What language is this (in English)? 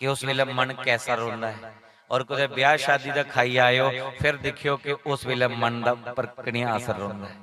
Dogri